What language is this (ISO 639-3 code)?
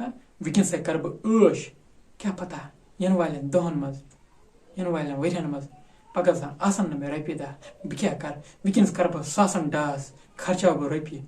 kas